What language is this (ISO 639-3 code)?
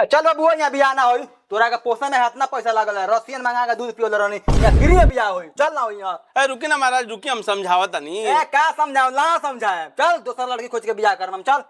bho